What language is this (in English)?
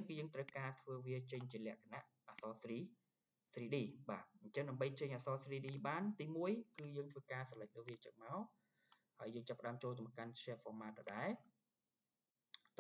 Khmer